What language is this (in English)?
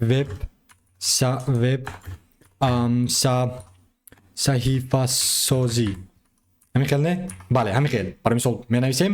Tajik